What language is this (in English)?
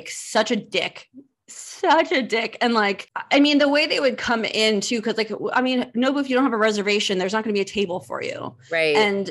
English